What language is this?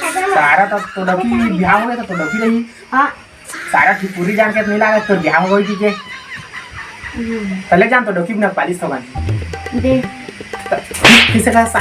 Chhattisgarhi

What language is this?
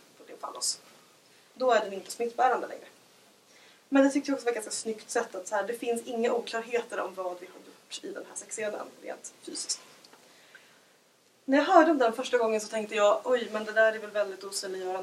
Swedish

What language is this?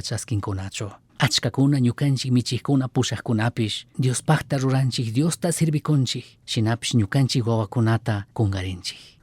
Chimborazo Highland Quichua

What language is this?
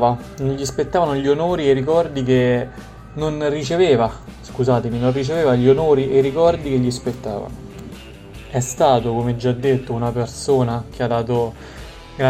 Italian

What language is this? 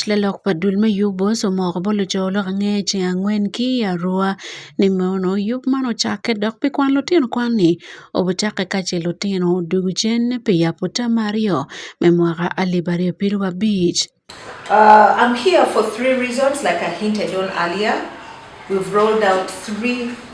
Acoli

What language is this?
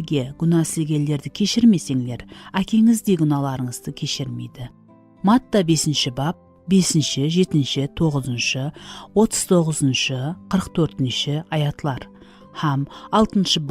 Kara-Kalpak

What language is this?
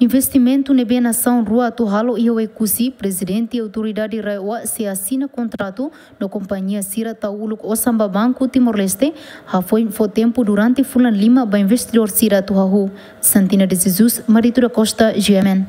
Tetum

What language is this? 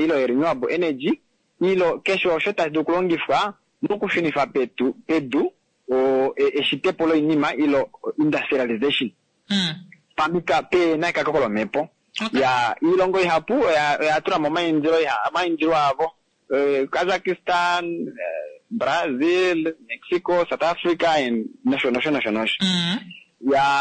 Kuanyama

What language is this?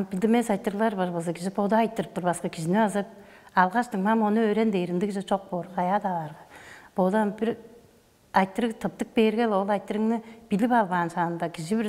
Tuvinian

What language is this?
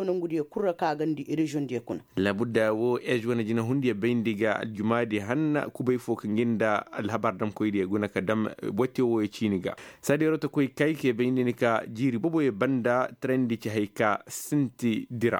Koyraboro Senni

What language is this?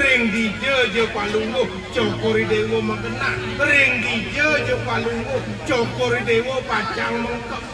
Balinese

